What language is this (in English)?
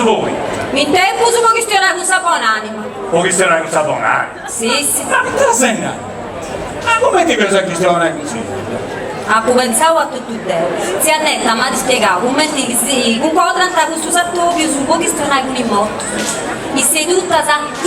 Sardinian